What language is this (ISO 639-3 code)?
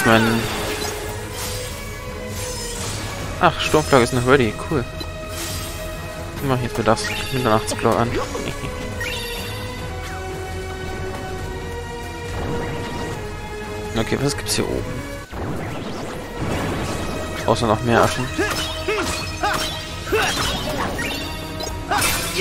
deu